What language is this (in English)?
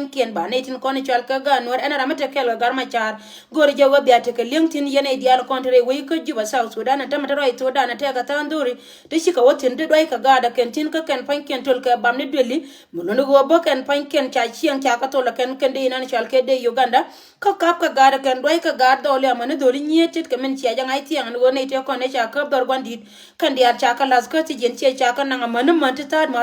Nuer